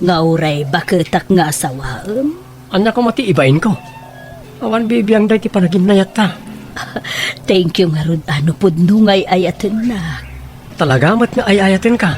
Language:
Iloko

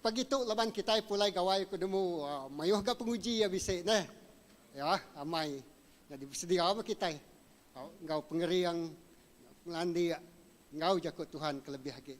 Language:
Iban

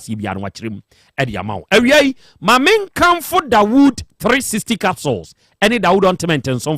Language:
Akan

